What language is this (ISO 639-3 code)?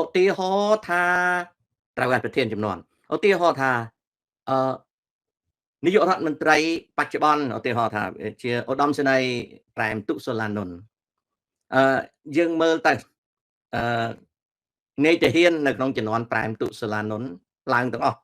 khm